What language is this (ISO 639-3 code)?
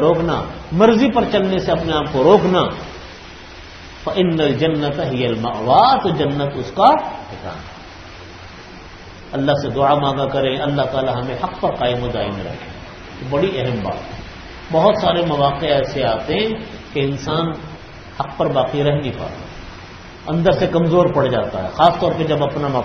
urd